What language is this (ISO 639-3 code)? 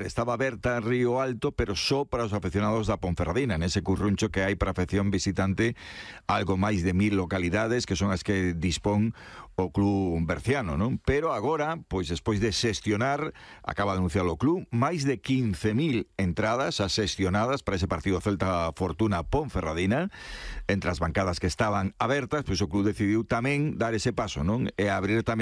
glg